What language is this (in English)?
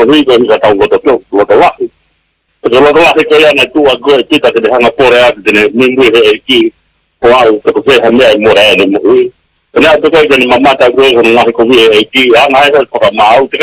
Tongan